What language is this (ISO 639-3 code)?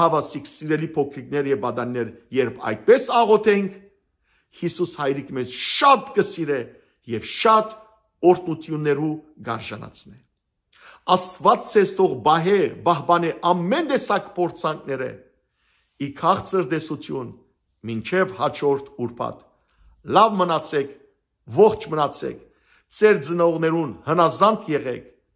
hyw